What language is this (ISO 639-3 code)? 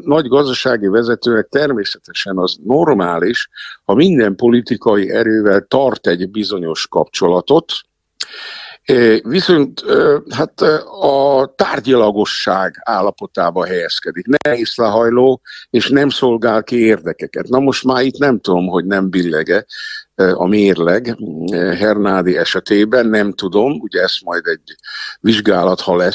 hun